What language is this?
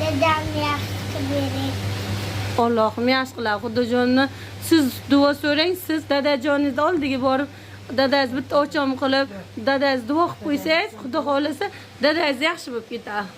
Uzbek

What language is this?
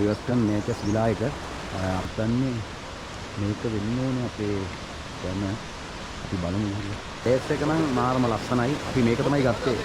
Sinhala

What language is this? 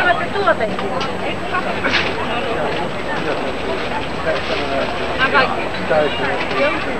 Finnish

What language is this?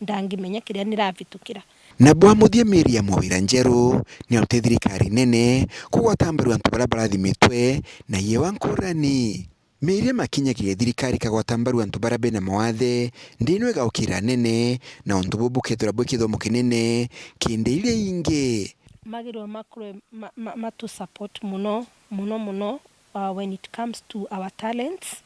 Meru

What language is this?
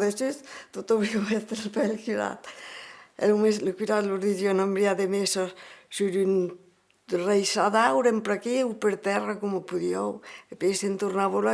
Occitan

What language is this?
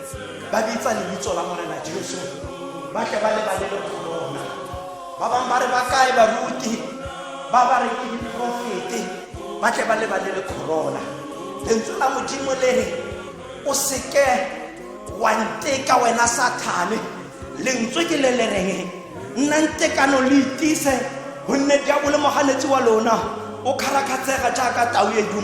Tswana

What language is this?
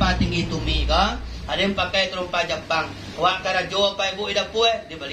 Minangkabau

